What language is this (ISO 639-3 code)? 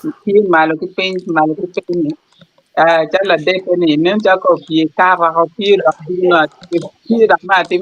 ach